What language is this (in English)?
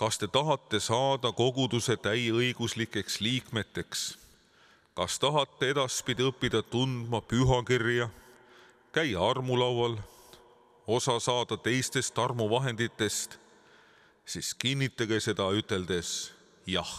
Estonian